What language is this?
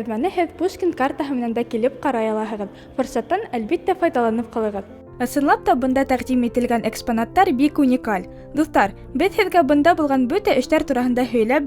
Bashkir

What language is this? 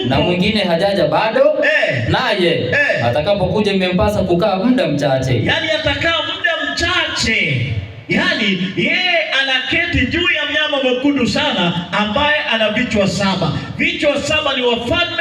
Swahili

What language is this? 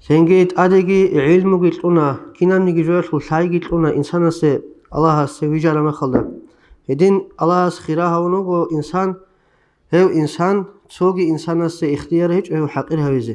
Avaric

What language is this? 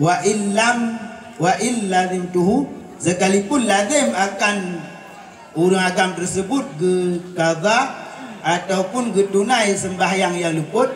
Achinese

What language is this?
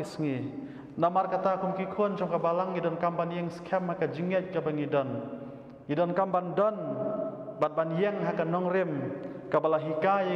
Khasi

